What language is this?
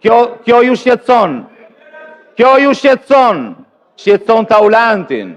Albanian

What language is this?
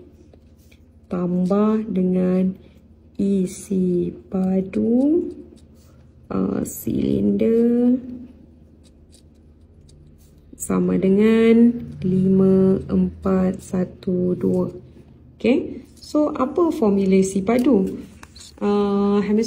Malay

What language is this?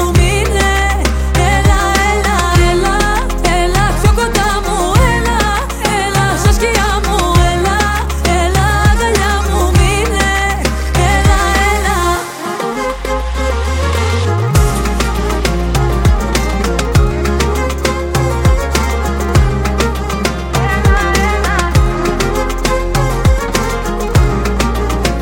Greek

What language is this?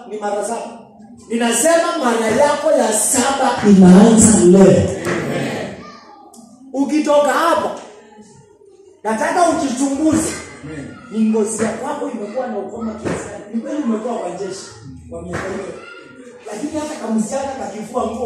Swahili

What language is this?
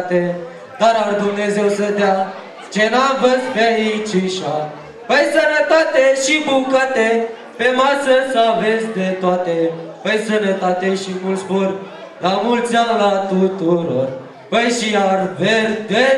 Romanian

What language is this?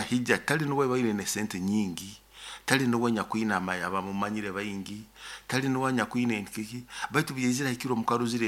Nyoro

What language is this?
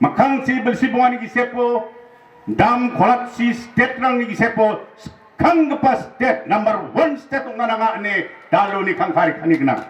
Garo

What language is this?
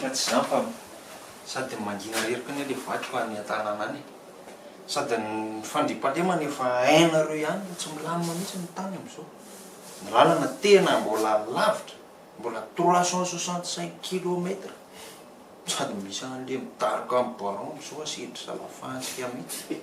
Malagasy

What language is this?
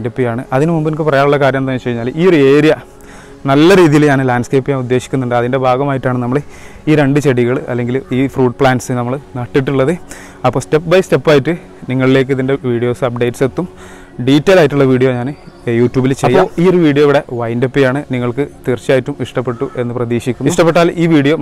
Malayalam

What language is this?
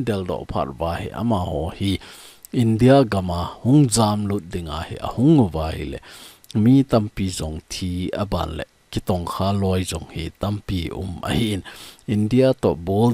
Thado Chin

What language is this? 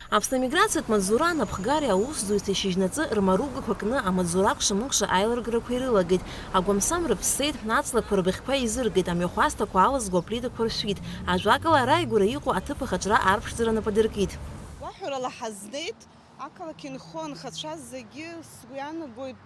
Abkhazian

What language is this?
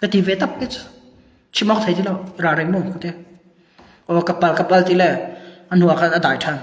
Hakha Chin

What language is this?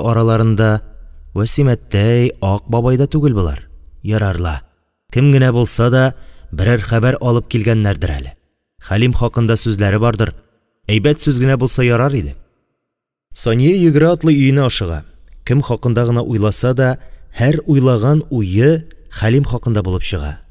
Tatar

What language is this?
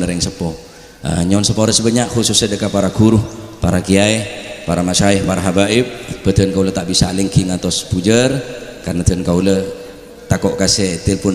Madurese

